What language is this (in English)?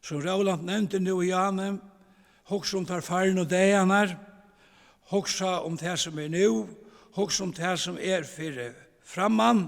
Faroese